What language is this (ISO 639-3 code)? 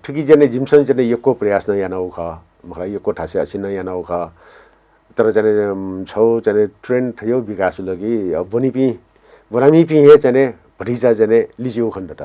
new